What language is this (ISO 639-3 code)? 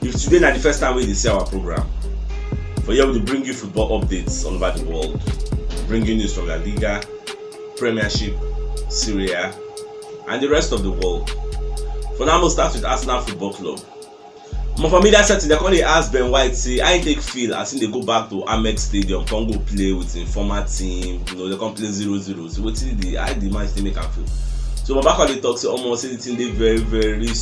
pcm